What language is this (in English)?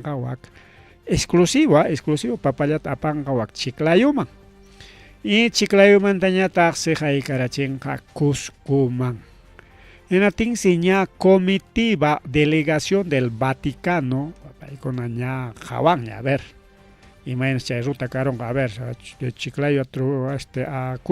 Ayacucho Quechua